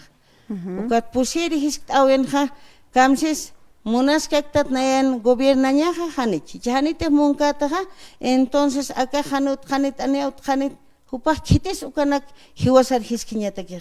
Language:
Aymara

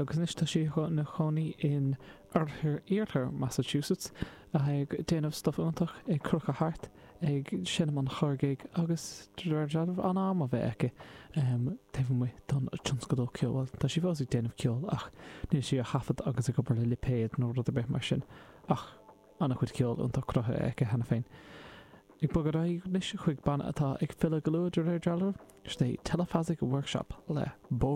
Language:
Irish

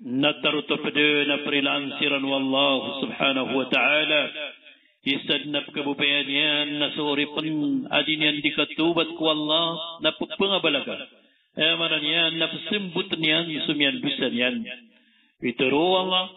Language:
Maranao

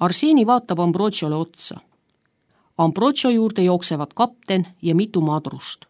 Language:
Estonian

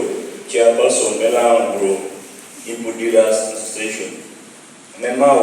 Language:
Lango (Uganda)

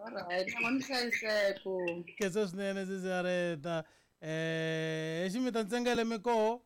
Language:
Tsonga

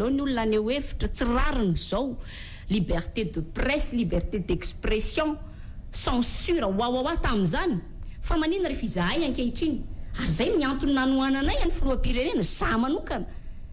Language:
Malagasy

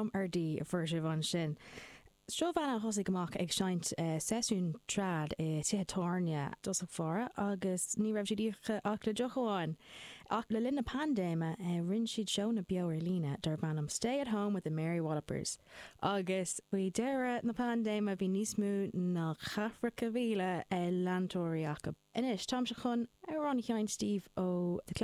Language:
Irish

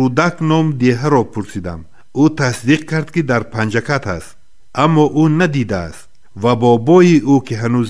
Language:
Tajik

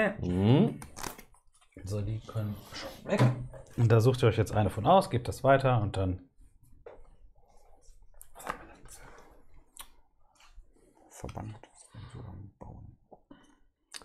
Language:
German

